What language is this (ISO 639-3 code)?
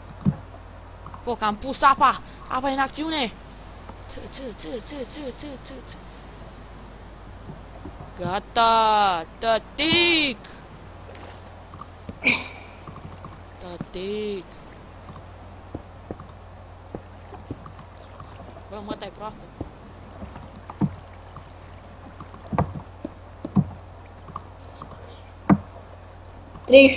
ron